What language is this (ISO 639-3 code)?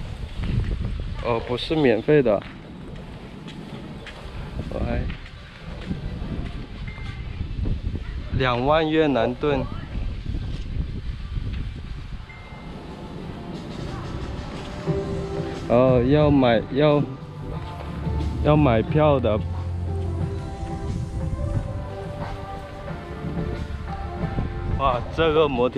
zho